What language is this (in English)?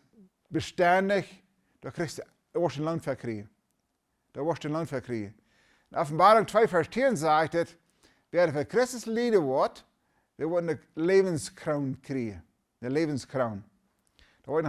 Plautdietsch